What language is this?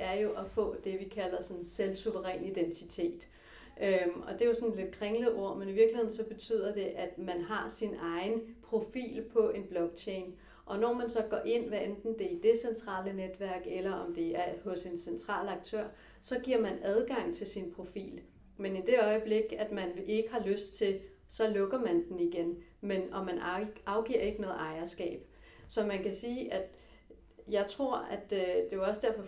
Danish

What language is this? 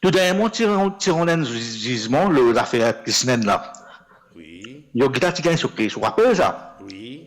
Morisyen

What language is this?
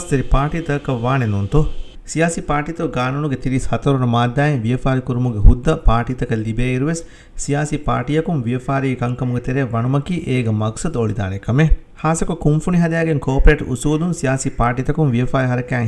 Divehi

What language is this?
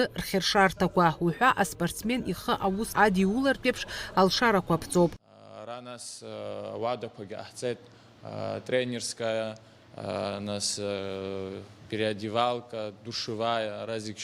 Abkhazian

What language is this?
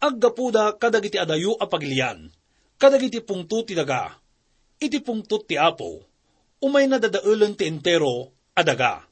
Iloko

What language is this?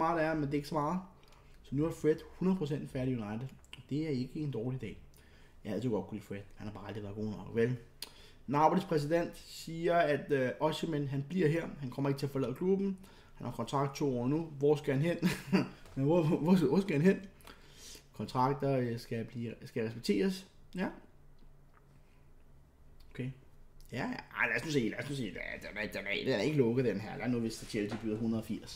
Danish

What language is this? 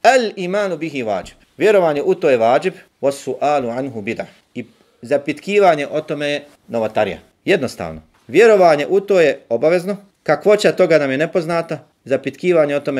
Bosnian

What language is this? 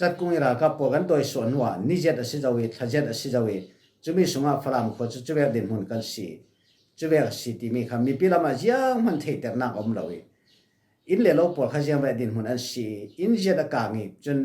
Falam Chin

